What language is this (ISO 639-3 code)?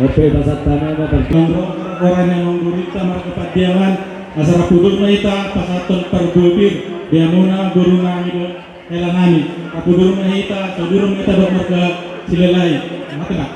bbc